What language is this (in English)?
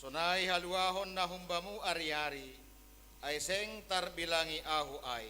Batak Simalungun